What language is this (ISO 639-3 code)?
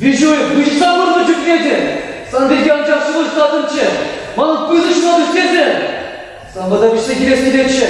chv